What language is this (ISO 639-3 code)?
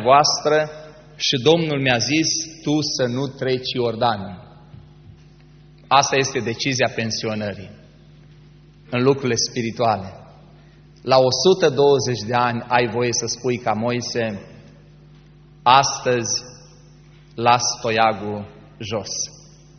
ron